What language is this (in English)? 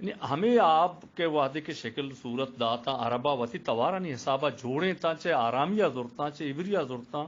Eastern Balochi